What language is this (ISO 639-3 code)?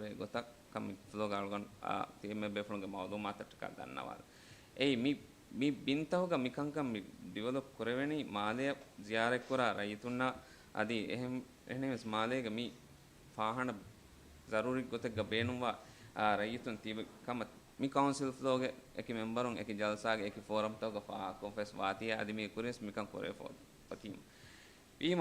div